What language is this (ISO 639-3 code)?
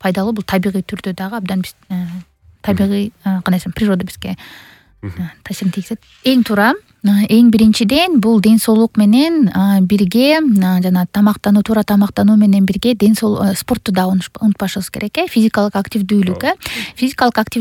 kir